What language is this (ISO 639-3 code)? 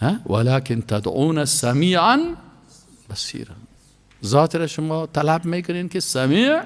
fas